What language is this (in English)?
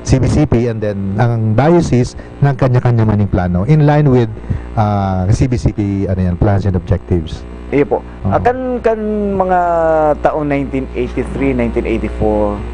Bikol